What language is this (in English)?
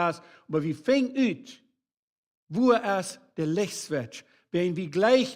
Plautdietsch